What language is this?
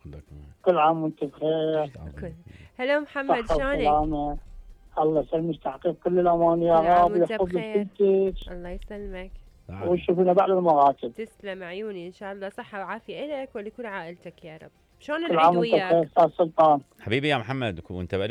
Mesopotamian Arabic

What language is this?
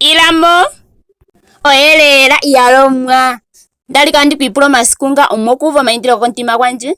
Ndonga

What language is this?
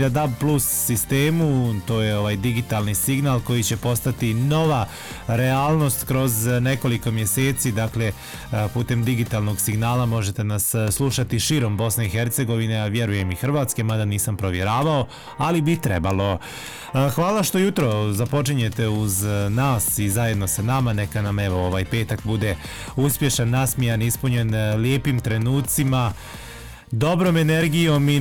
Bosnian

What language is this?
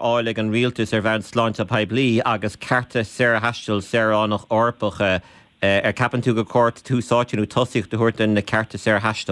Irish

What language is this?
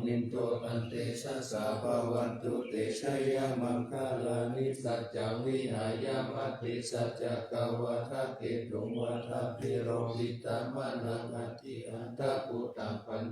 Pali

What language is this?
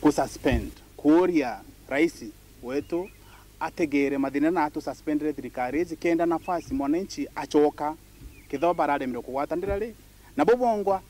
Meru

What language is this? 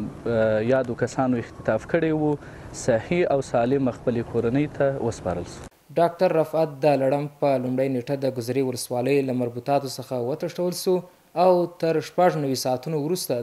Pashto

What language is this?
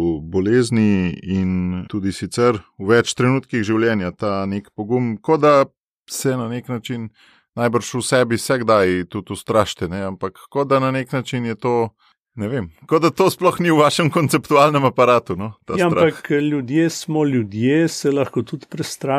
Slovenian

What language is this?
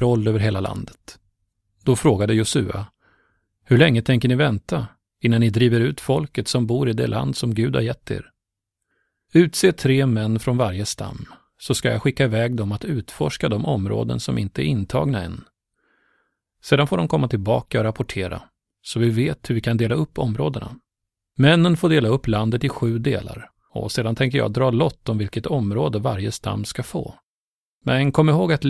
Swedish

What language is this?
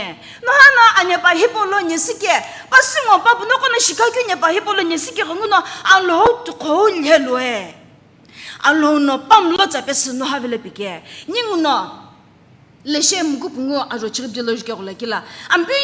Sumi Naga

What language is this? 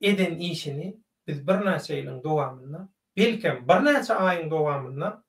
Turkmen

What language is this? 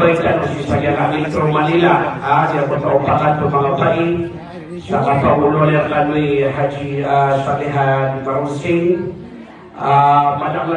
Maranao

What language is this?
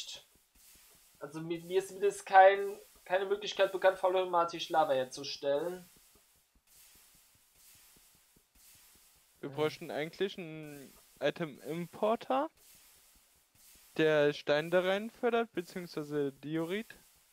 German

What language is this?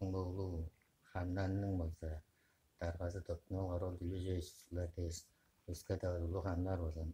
Tuvinian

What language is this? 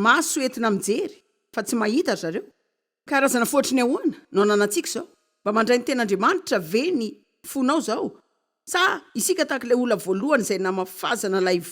Malagasy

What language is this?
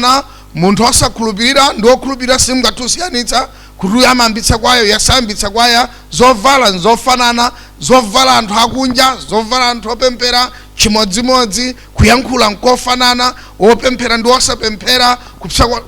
Nyanja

